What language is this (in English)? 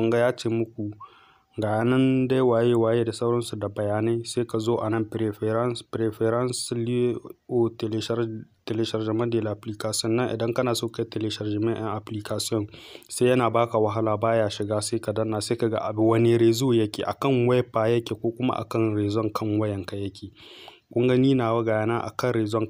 Hausa